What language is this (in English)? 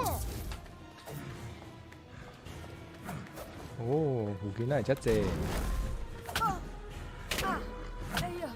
Min Nan Chinese